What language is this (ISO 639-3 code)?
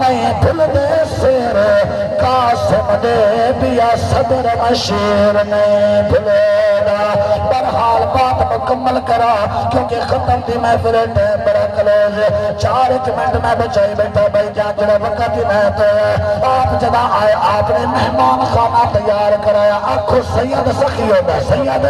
skr